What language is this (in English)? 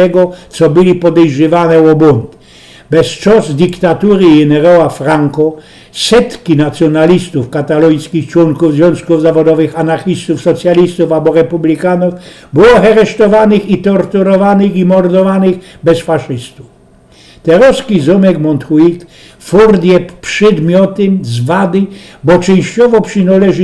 Silesian